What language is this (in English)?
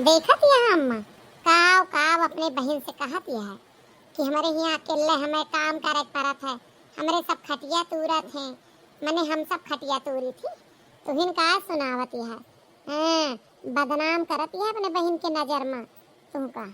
Awadhi